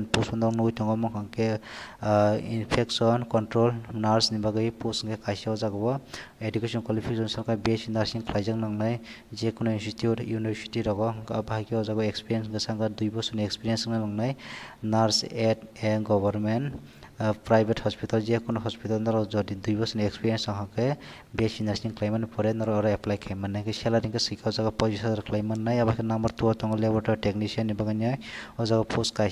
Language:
Kok Borok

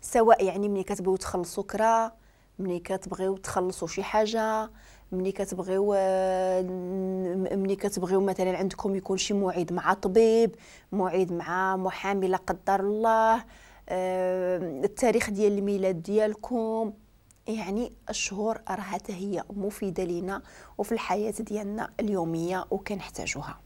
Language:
Moroccan Arabic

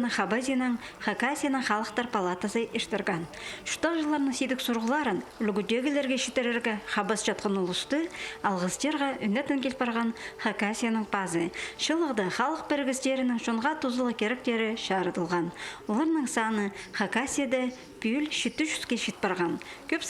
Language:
Khakas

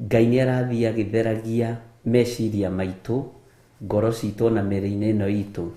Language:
Kikuyu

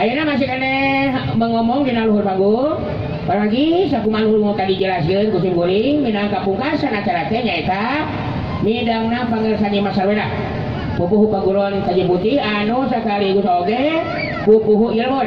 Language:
Sundanese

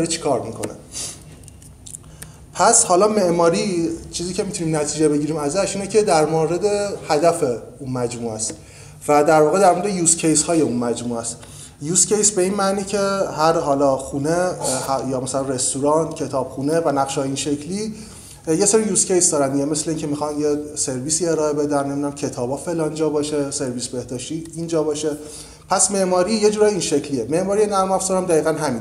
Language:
Persian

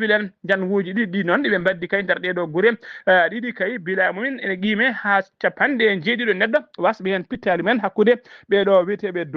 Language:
Fula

